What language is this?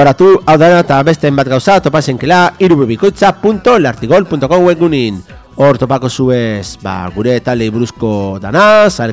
Basque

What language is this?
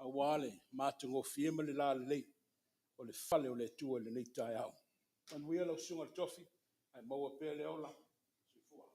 Samoan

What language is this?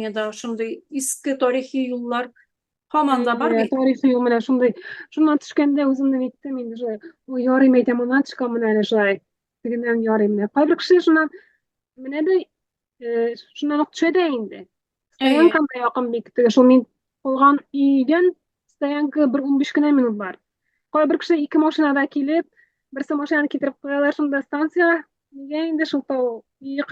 Tatar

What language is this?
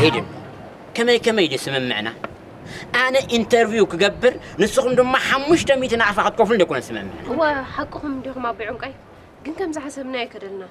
Tigrinya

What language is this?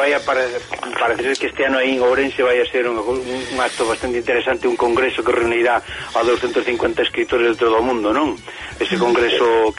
Galician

